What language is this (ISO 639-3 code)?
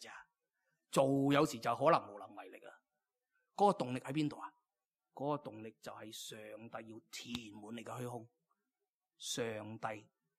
yue